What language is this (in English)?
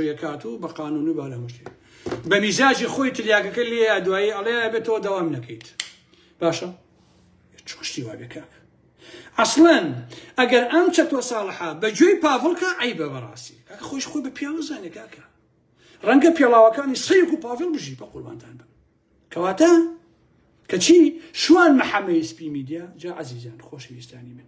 Central Kurdish